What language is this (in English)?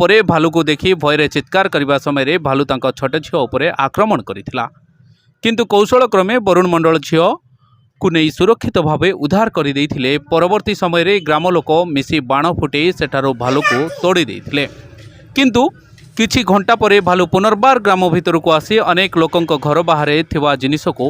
Odia